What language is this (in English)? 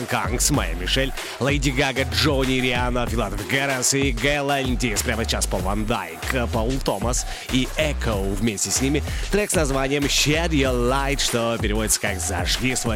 Russian